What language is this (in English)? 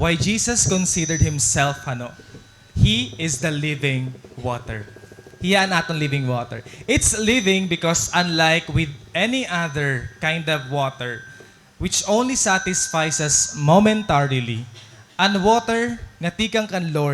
Waray